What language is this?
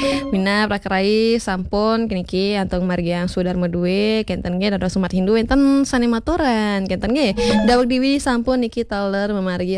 Balinese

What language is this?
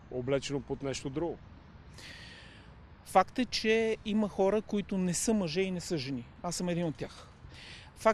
Bulgarian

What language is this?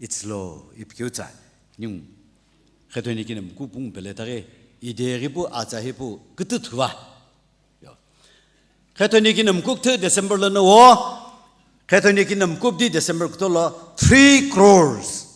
Sumi Naga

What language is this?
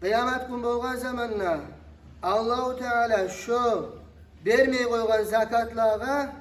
Kumyk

